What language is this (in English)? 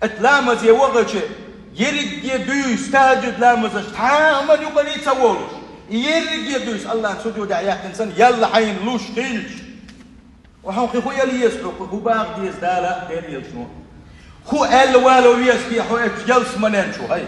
Chechen